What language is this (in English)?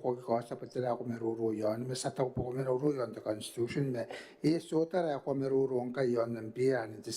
Gilbertese